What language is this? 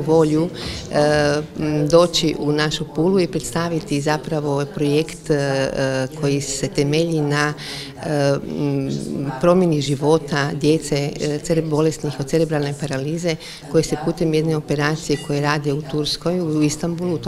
Croatian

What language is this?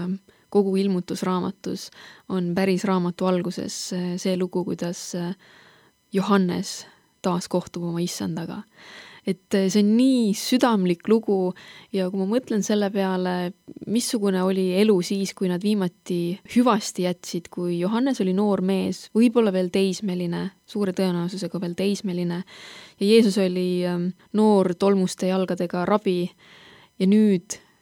Estonian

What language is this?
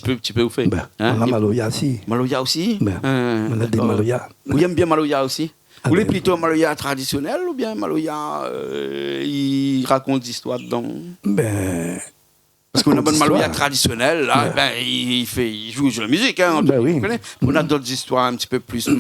Réunion Creole French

